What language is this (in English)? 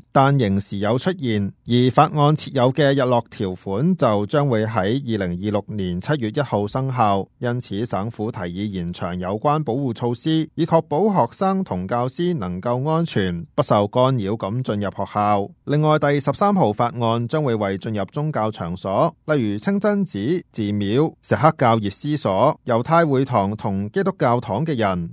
Cantonese